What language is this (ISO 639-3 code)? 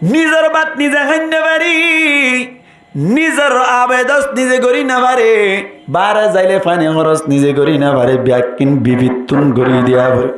rhg